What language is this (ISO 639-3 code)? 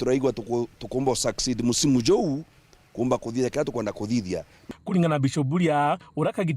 mer